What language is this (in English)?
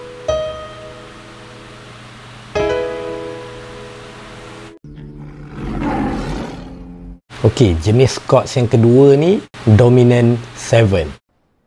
Malay